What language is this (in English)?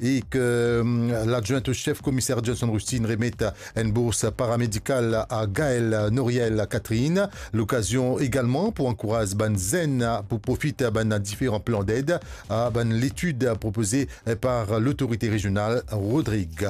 Morisyen